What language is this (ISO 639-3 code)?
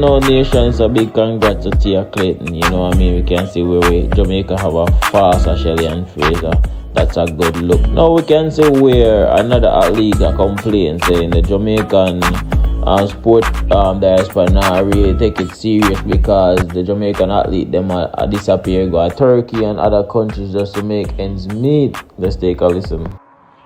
jam